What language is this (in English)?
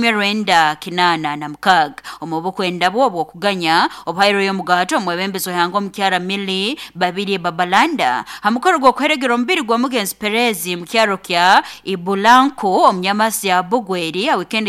Nyoro